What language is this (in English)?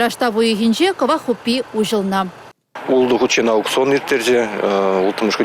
Chuvash